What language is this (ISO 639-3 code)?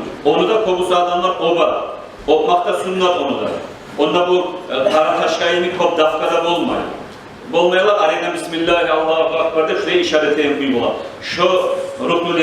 kum